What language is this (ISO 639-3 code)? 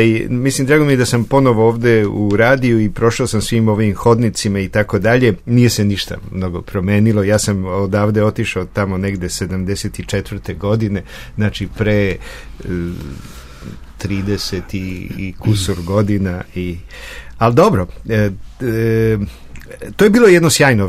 srp